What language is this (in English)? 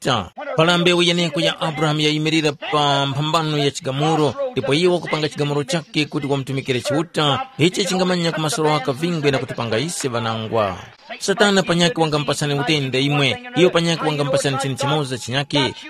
Tumbuka